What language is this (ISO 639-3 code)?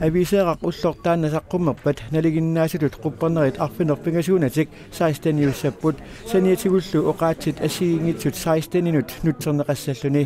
kal